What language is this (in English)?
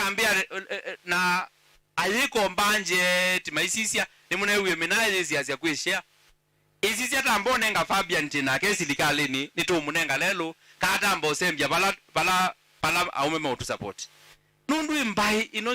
Kamba